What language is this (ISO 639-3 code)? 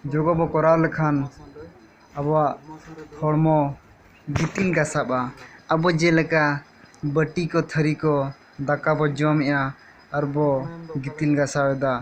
sat